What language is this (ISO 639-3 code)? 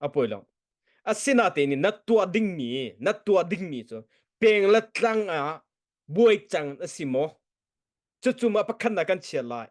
cnh